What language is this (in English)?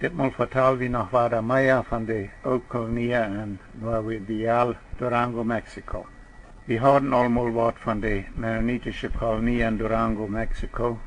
Plautdietsch